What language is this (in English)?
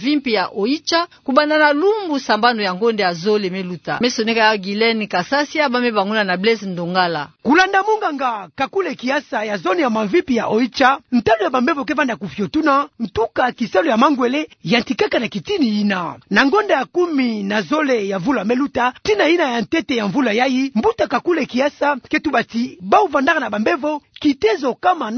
Kituba (Democratic Republic of Congo)